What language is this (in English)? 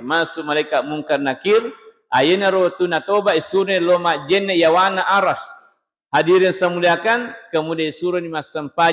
Buginese